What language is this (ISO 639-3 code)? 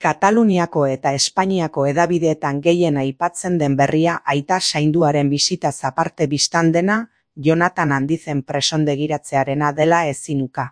eus